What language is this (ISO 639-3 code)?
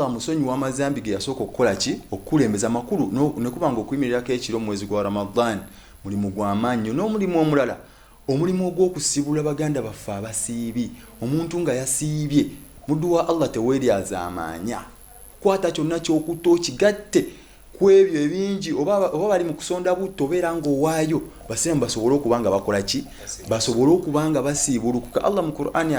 lug